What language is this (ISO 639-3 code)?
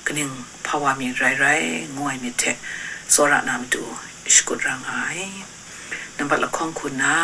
kac